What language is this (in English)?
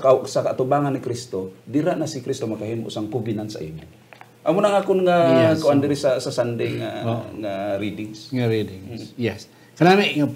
Hiligaynon